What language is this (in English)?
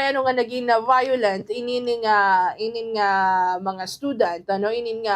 Waray